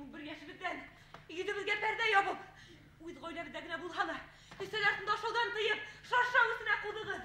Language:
Bashkir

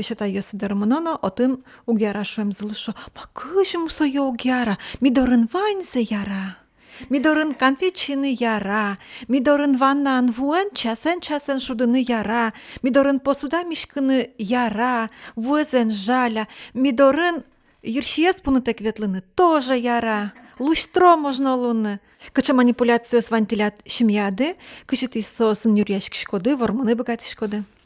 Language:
Udmurt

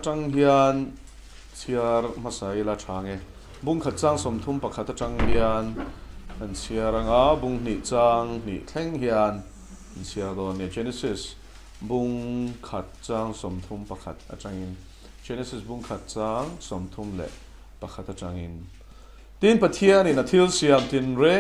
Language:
Mizo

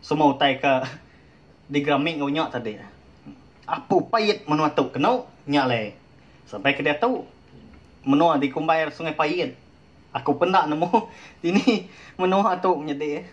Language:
Iban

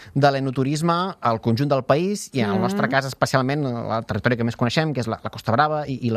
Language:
Catalan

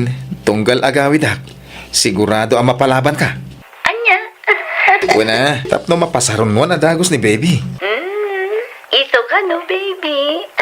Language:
Iloko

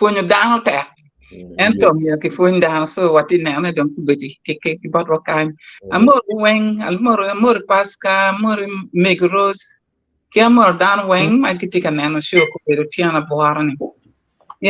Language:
Acoli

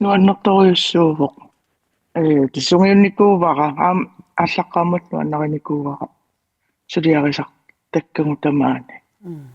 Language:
Kalaallisut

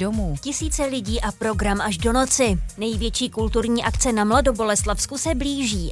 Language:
Czech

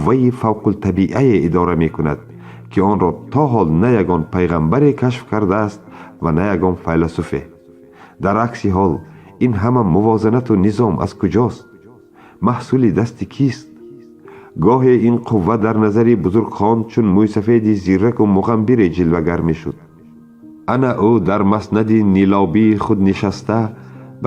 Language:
Tajik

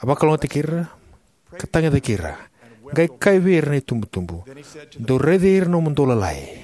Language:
Fijian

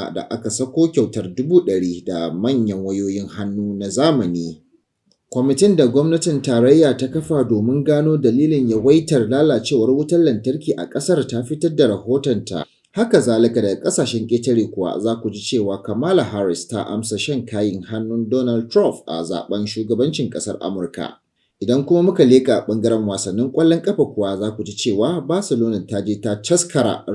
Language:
Hausa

